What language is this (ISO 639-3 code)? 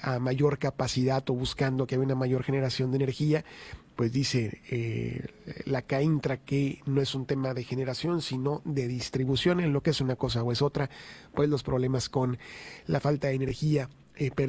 spa